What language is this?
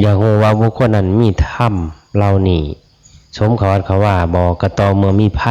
Northeastern Thai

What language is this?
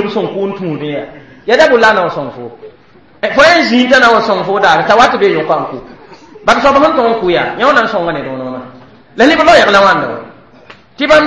Mossi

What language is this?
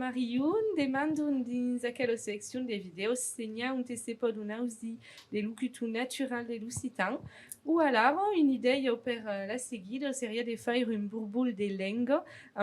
Occitan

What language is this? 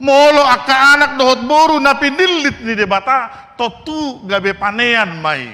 Batak Toba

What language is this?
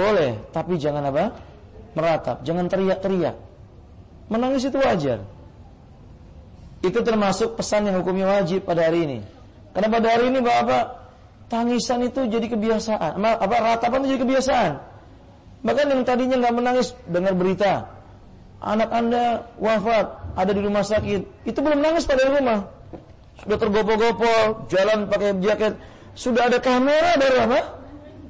Indonesian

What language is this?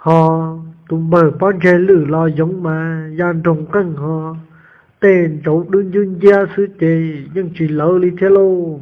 Hmong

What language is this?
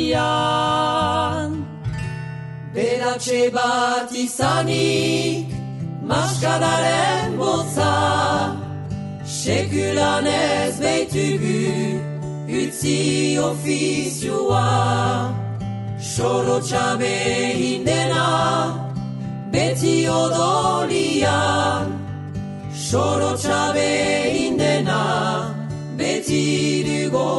Basque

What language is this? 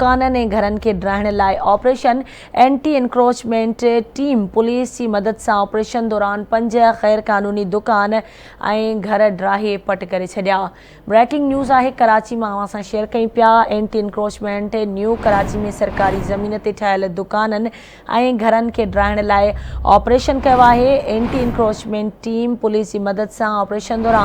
Sindhi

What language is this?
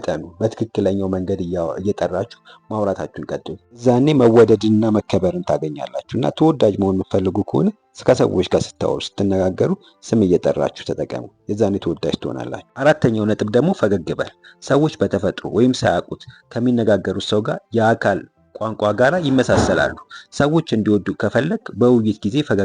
Amharic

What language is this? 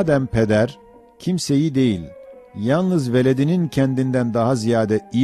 Ottoman Turkish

